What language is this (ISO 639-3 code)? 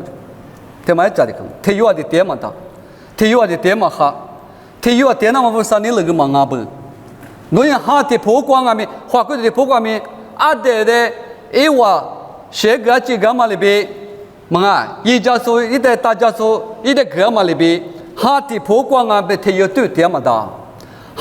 lis